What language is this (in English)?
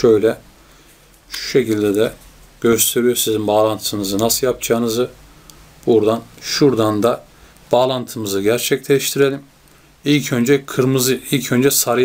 Turkish